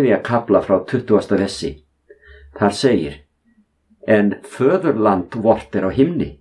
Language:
Icelandic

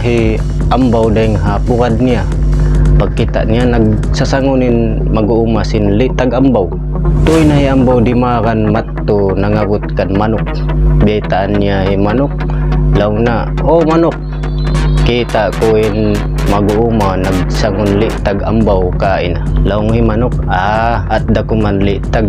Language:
Tausug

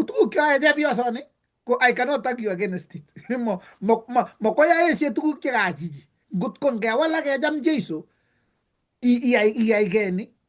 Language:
Kalenjin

